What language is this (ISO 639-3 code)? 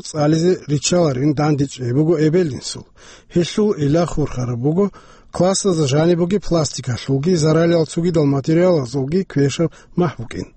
ava